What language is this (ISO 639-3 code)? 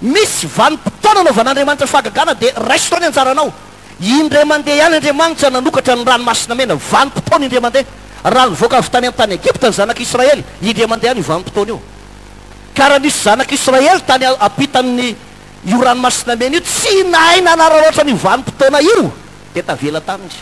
mlg